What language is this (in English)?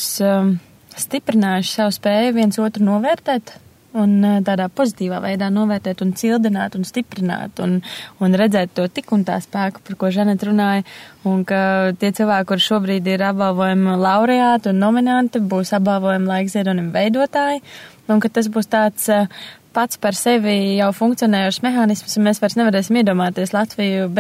Latvian